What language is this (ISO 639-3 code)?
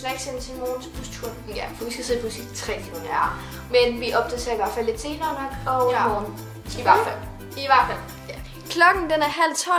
dan